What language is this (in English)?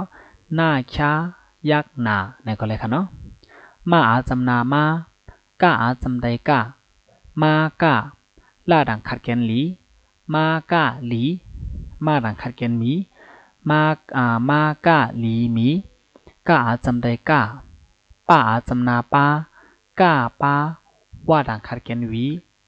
Shan